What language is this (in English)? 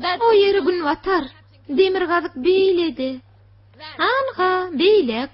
Turkmen